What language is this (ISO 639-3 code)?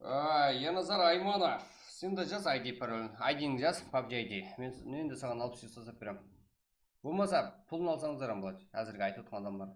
kaa